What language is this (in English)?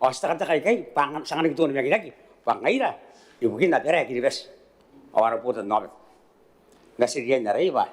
Gilbertese